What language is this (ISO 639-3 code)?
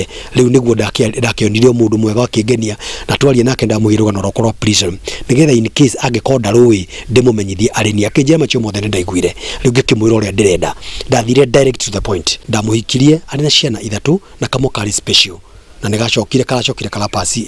kik